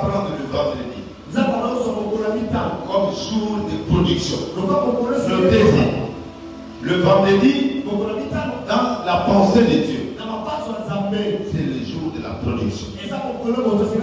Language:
French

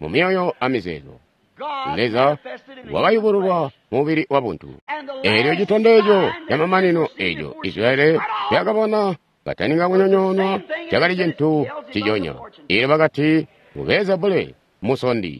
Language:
Tonga (Zambia)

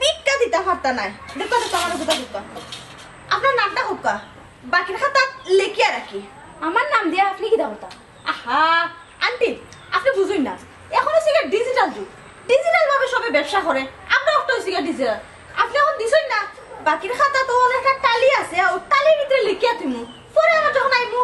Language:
Sylheti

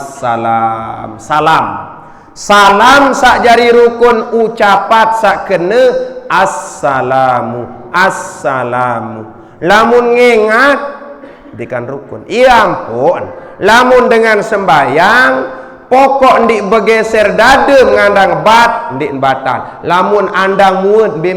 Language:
Sasak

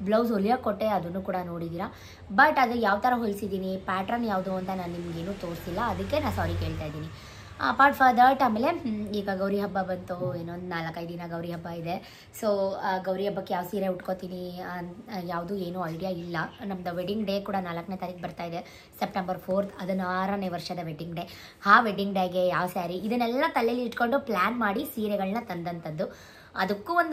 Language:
Kannada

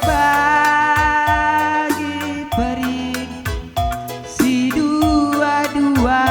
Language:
Batak Karo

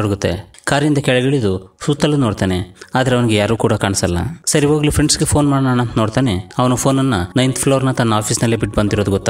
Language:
Kannada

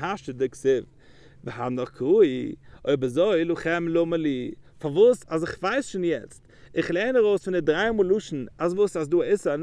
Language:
Yiddish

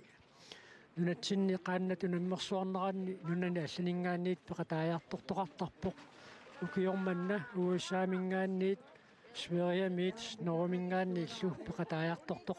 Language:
Kalaallisut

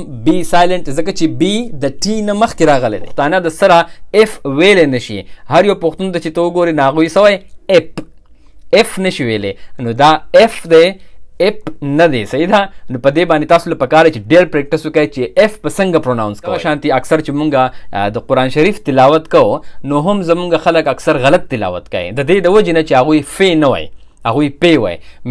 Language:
Pashto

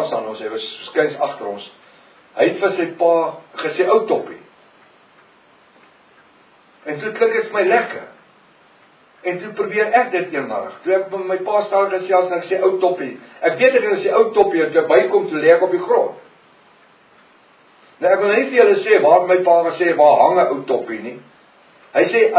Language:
Afrikaans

